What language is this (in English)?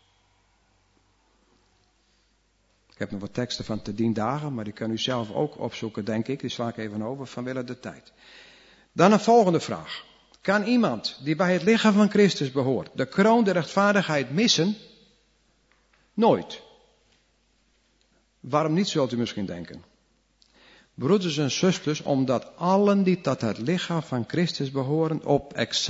Dutch